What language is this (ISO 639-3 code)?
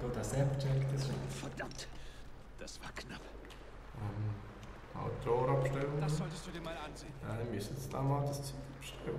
gsw